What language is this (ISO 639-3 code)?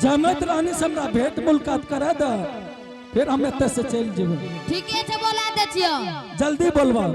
anp